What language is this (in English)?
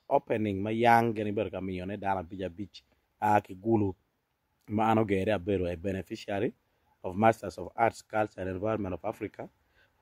Acoli